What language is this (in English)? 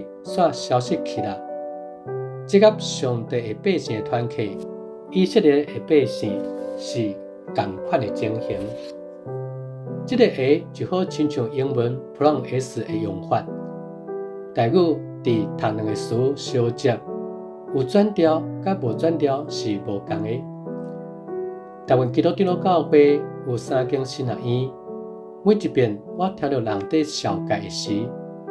Min Nan Chinese